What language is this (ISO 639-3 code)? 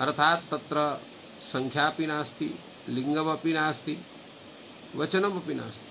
san